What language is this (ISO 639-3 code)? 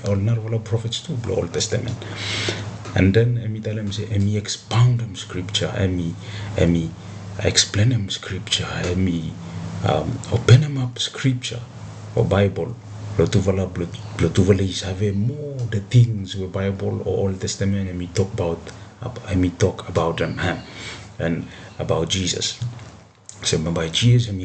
bis